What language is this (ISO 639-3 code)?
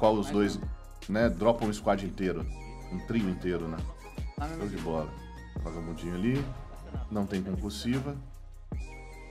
por